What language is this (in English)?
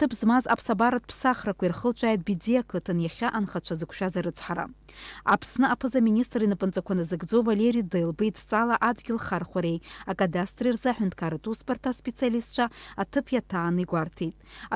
Abkhazian